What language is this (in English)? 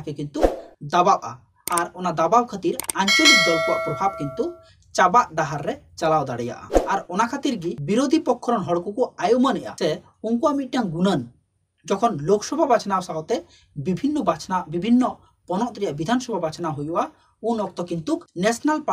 Santali